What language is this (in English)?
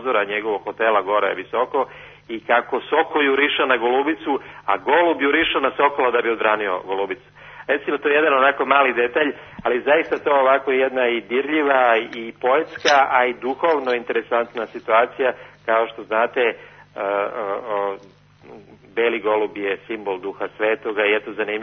Serbian